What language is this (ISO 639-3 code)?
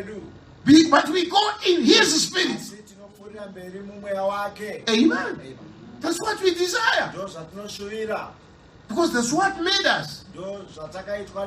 sna